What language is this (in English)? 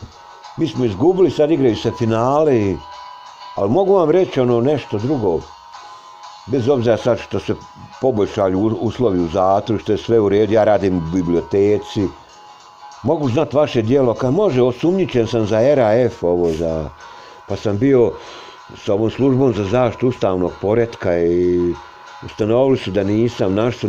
Bosnian